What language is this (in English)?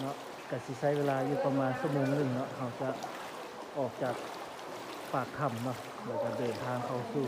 Lao